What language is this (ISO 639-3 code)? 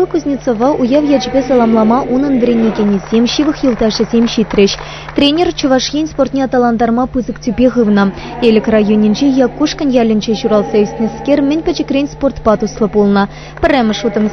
chv